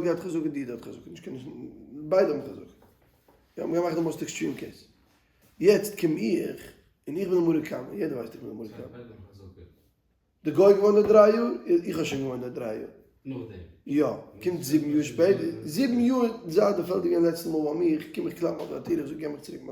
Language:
Yiddish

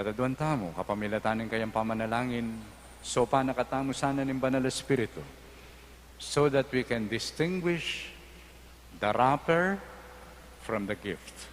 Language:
Pampanga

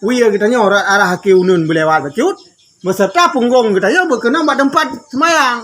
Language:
Achinese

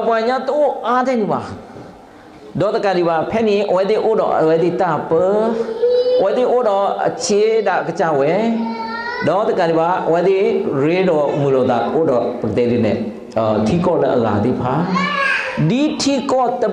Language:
S'gaw Karen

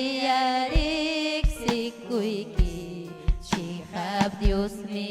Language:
Ayacucho Quechua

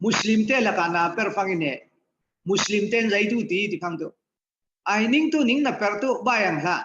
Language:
Falam Chin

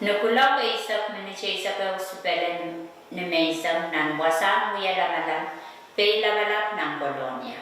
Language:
Pohnpeian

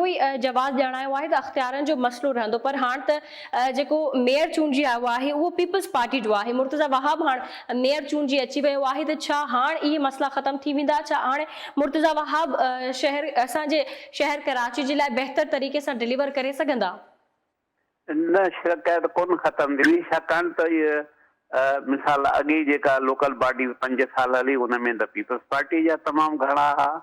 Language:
Sindhi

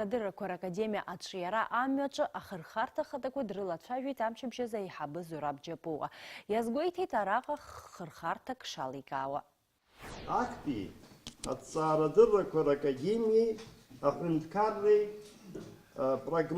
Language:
Abkhazian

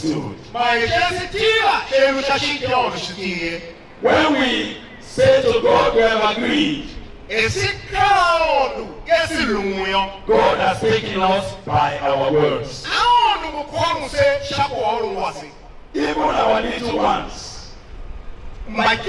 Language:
Tiv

